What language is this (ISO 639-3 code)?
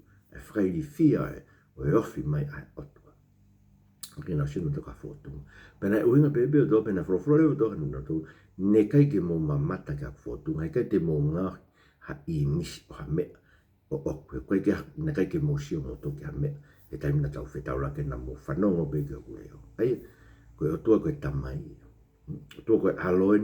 ton